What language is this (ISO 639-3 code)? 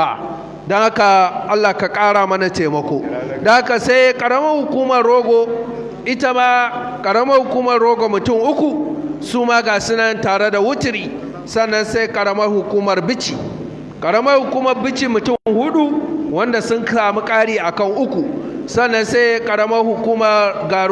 hau